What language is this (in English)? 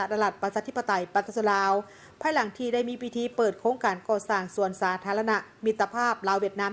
Lao